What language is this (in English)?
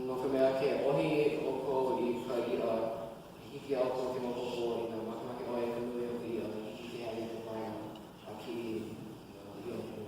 Hawaiian